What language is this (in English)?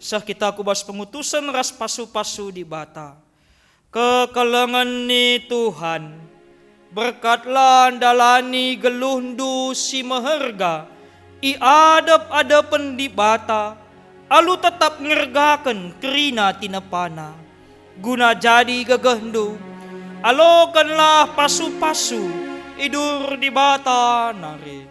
Batak Karo